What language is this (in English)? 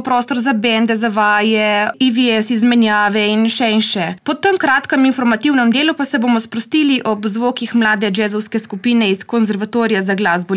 Slovenian